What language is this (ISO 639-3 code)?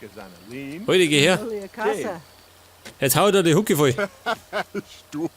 bar